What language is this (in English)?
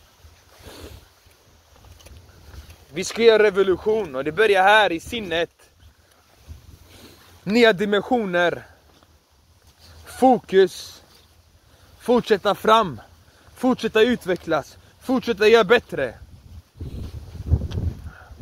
Swedish